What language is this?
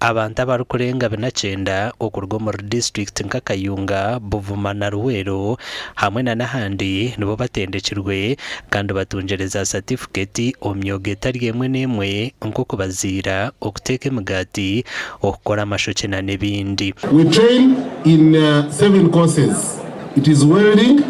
Nyankole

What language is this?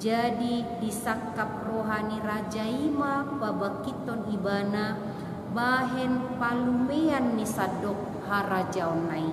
Batak Toba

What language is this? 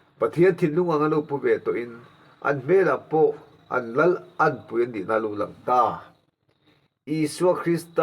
Mizo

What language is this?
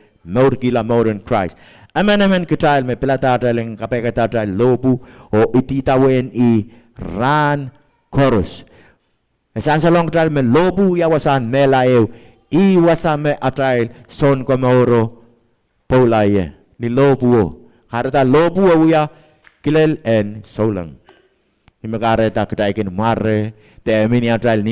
Pohnpeian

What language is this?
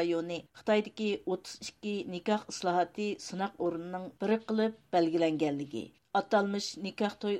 Uyghur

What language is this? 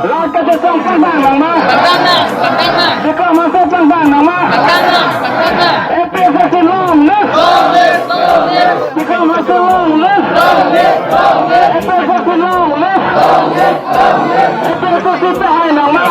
Karbi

